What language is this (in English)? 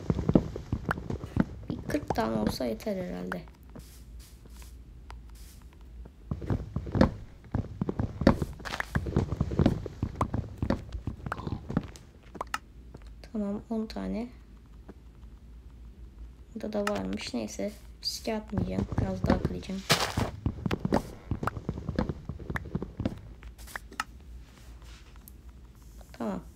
Turkish